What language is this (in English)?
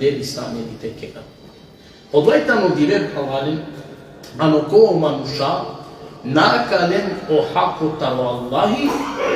Balkan Romani